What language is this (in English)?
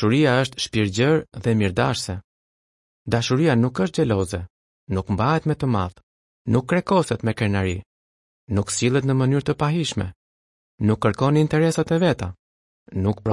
Albanian